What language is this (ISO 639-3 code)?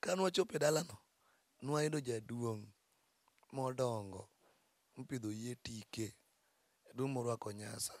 luo